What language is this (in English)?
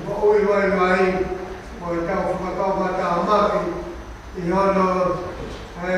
Tongan